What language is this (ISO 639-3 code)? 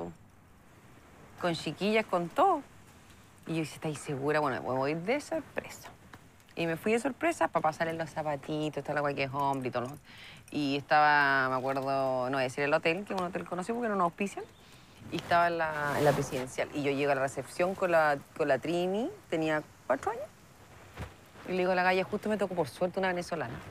spa